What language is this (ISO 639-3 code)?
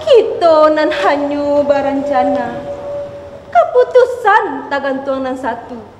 min